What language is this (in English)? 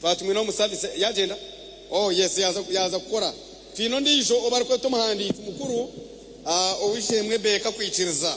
Nyankole